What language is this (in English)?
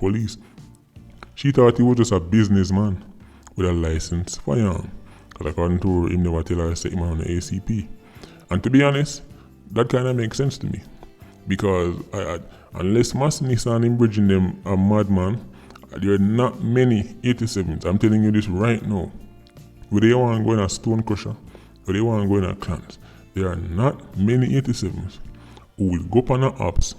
Jamaican Creole English